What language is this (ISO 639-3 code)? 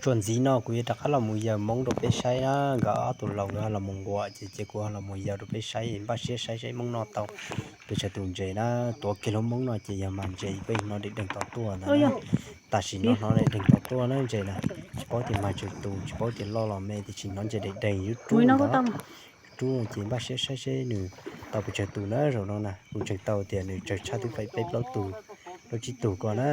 hmn